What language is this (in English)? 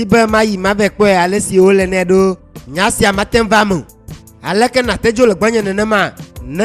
Ewe